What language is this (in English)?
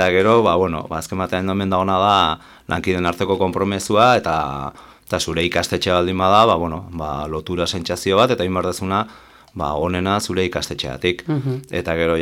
Basque